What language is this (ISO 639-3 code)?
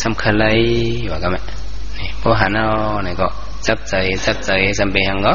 shn